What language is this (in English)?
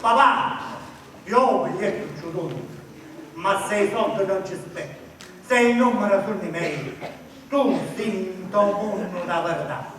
Sicilian